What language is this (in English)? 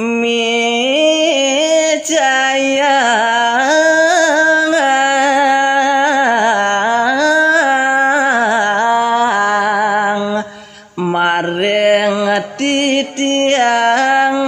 Balinese